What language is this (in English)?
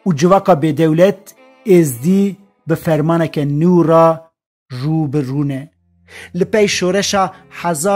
Kurdish